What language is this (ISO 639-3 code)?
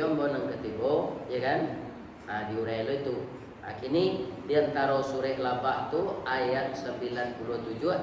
min